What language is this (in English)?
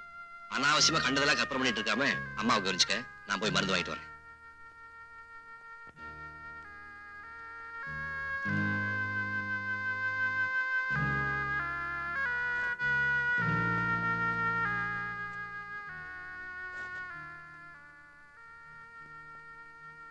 Tamil